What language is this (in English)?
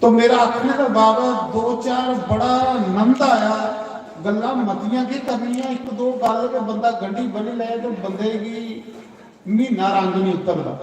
Dogri